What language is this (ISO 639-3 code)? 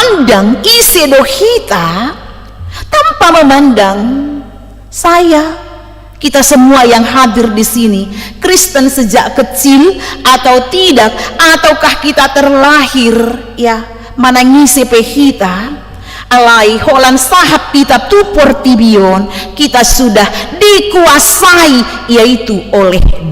bbc